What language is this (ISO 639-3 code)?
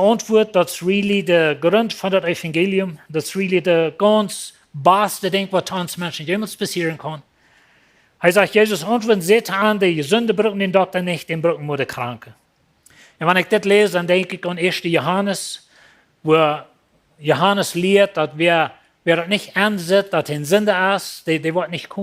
pdt